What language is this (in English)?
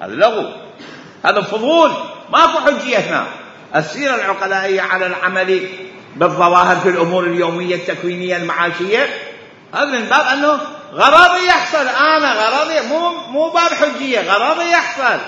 Mesopotamian Arabic